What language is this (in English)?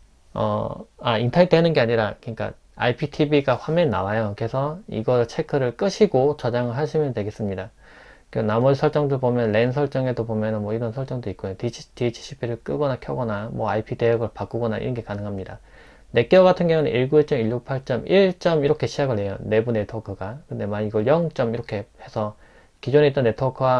Korean